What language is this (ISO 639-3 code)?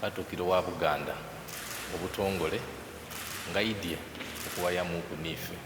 xog